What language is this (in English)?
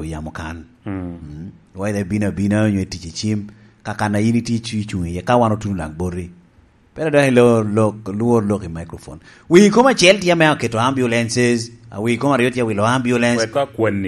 Lango (Uganda)